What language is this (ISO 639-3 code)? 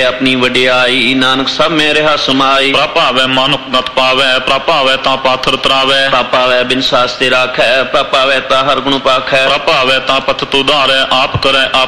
pan